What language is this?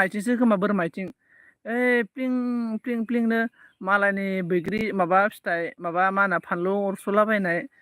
Bodo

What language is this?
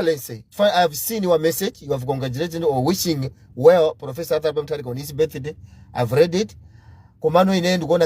Nyanja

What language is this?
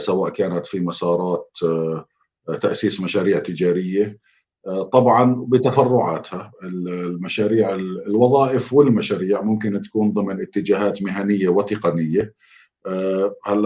North Levantine Arabic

